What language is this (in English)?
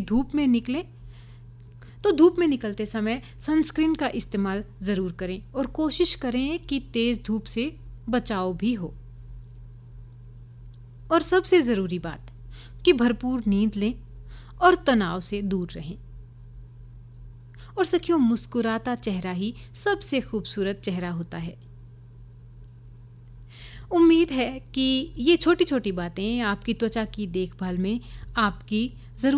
Hindi